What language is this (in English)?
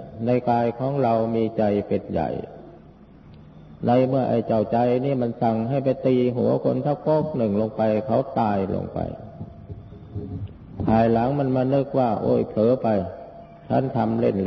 Thai